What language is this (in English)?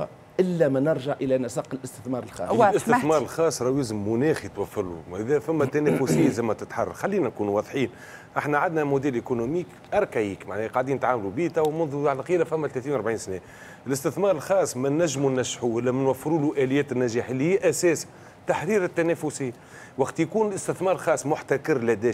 Tunisian Arabic